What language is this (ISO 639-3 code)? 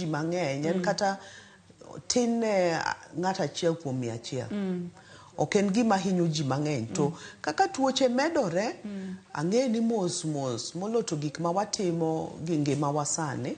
luo